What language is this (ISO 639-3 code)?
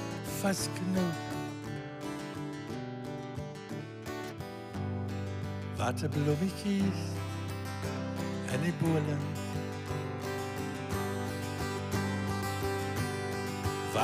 afr